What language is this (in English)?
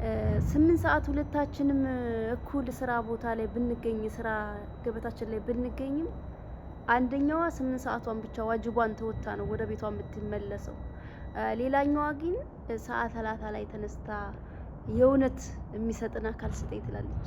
Amharic